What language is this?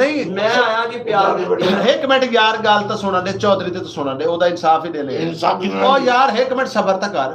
Saraiki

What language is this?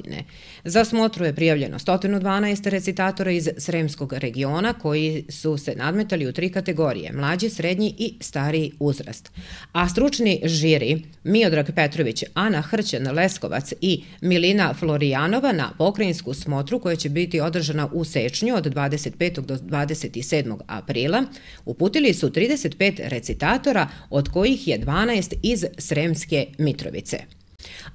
Serbian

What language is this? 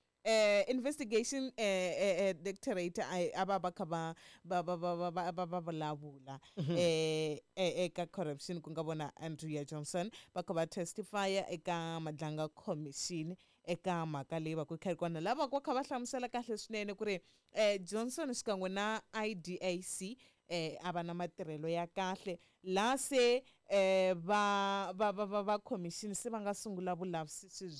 Tsonga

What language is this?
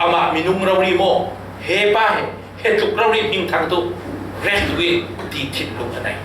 Falam Chin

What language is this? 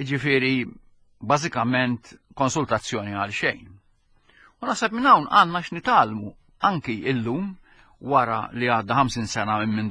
Maltese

